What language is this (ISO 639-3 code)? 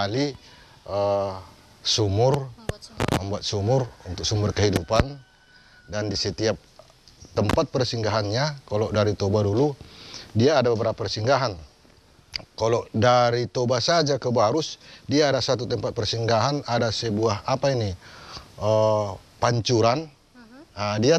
ind